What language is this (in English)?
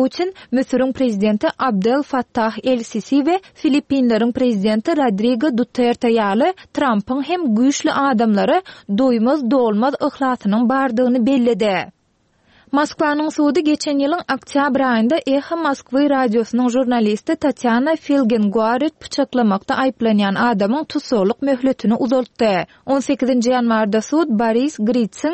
Turkmen